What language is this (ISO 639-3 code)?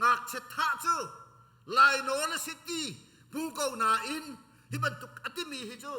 cnh